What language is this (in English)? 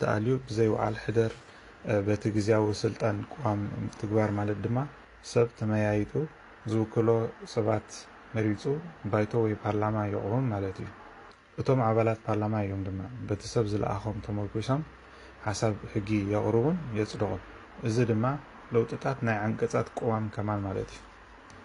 Tigrinya